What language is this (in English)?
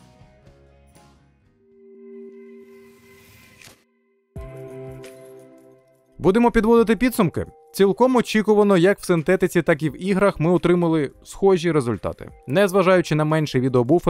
Ukrainian